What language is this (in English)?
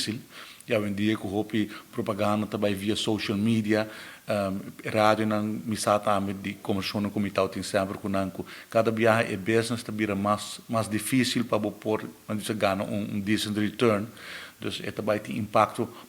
Papiamento